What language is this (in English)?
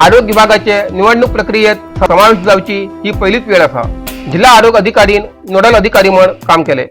Konkani